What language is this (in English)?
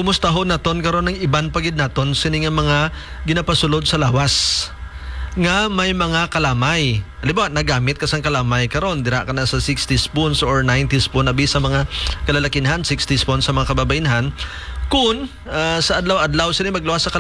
Hiligaynon